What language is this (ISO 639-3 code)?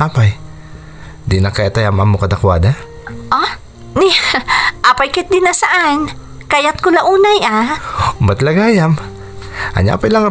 ilo